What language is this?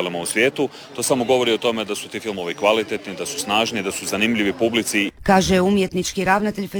Croatian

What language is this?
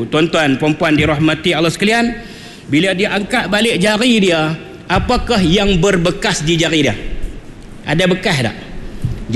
Malay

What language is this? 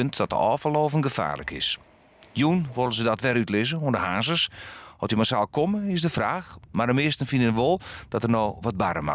Western Frisian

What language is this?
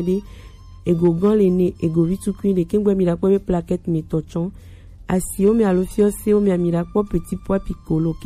Gen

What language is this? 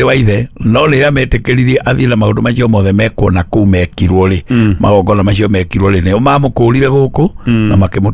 Kikuyu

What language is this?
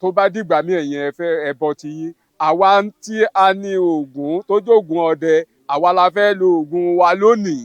Yoruba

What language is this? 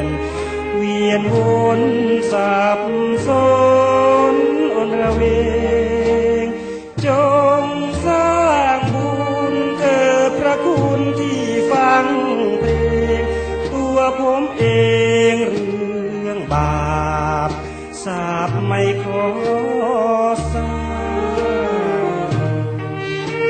Thai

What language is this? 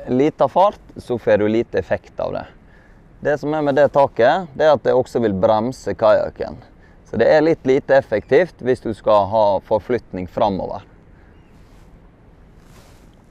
Norwegian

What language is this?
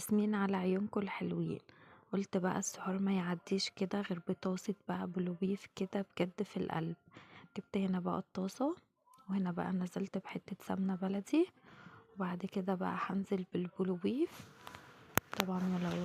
Egyptian Arabic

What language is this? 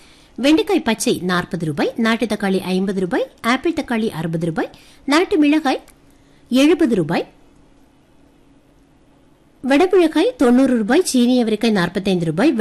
Tamil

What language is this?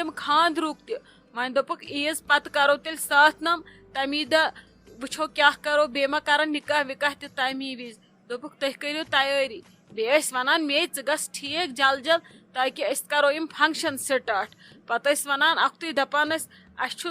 Kashmiri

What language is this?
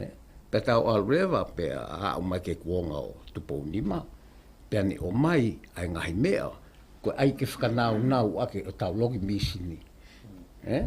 Tongan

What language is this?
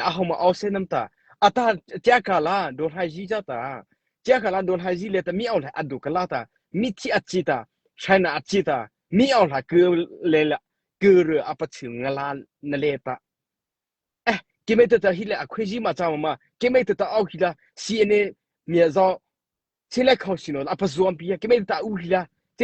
Mara Chin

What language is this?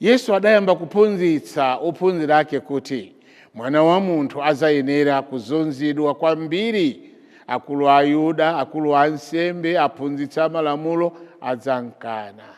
Nyanja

